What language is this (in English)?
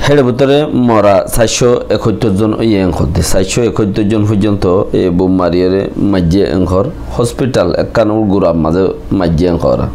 Rohingya